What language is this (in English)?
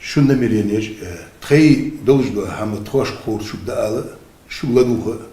Chechen